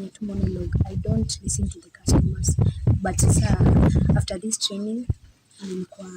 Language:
Kamba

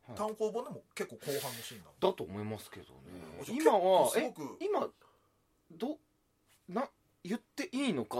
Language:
Japanese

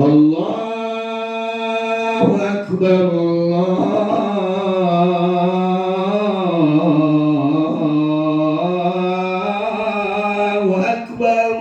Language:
Minangkabau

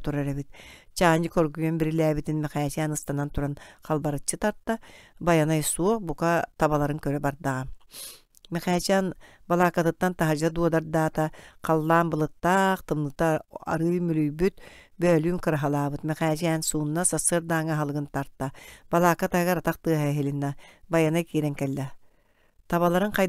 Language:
Yakut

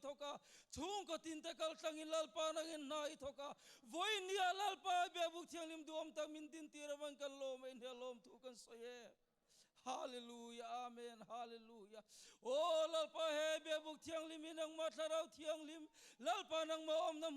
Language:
Hakha Chin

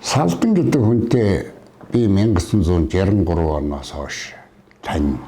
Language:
Mongolian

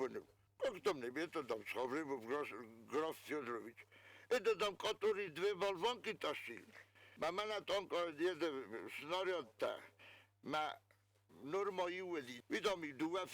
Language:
Ossetic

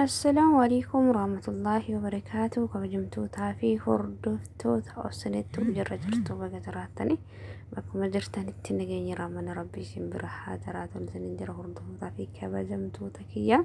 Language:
Oromo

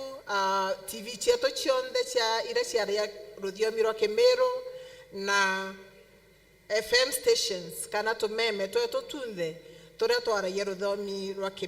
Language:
Meru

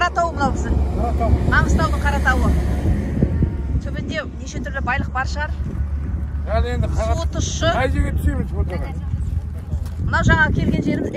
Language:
Kazakh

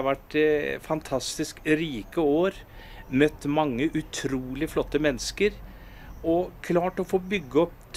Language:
Norwegian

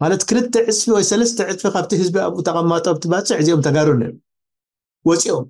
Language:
Tigrinya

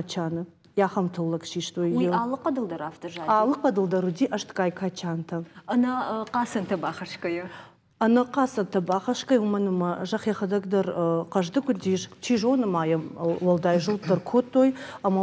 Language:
Ossetic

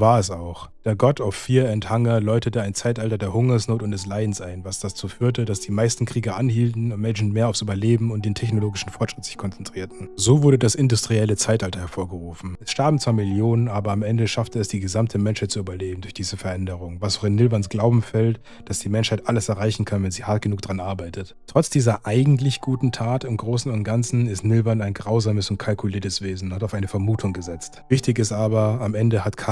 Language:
German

